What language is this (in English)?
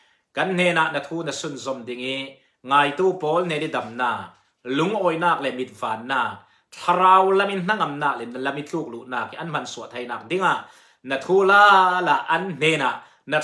Falam Chin